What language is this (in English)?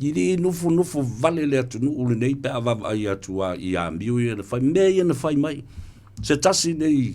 Samoan